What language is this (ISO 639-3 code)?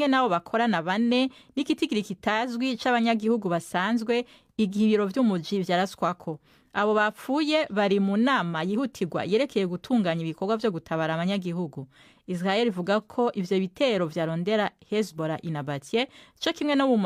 run